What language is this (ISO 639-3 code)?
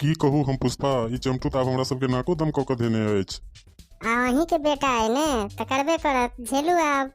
mai